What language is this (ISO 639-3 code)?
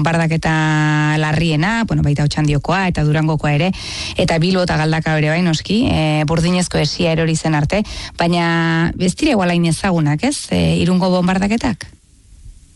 eus